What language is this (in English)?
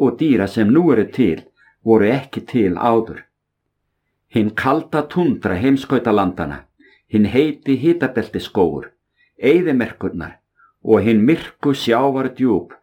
Icelandic